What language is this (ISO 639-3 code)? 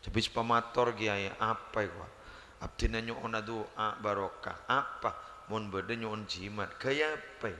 mad